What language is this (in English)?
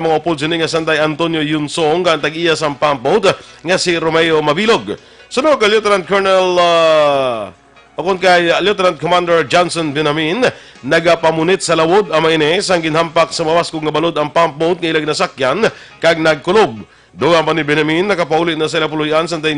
Hiligaynon